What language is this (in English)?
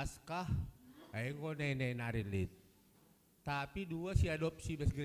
Batak Karo